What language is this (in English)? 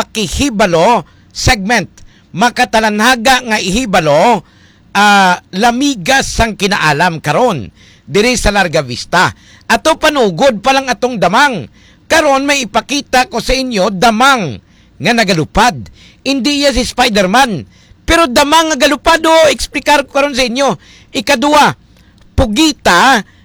Hiligaynon